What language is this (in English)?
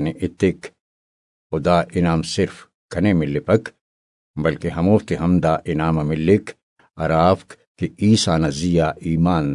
Brahui